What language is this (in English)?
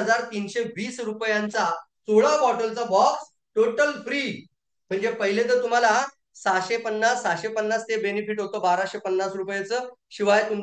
Marathi